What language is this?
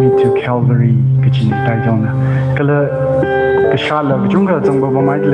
Tangkhul Naga (India)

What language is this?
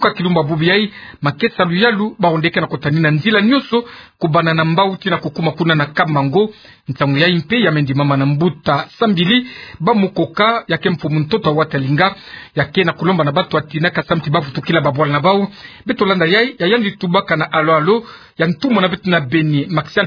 Kituba (Democratic Republic of Congo)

